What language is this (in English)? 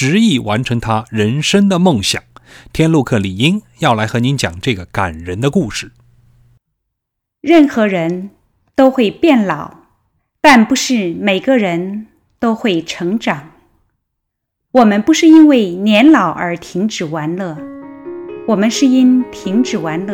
Chinese